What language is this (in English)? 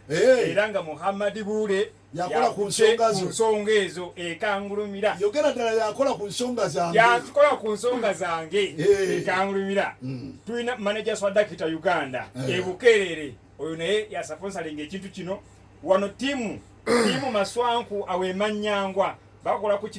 Ganda